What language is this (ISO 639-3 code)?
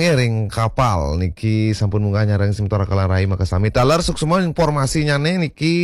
ban